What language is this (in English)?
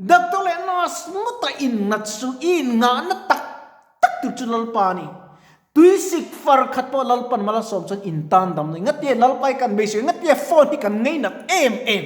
Mizo